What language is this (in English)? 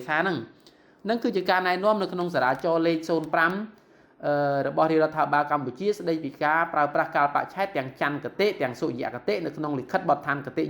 Khmer